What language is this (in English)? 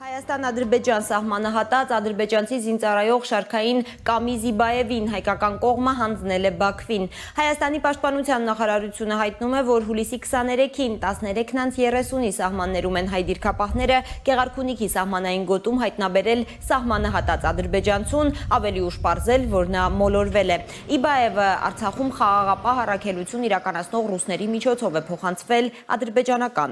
Armenian